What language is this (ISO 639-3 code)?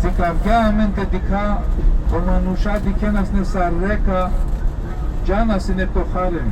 rmn